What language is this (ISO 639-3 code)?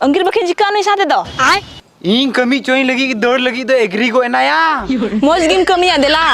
sat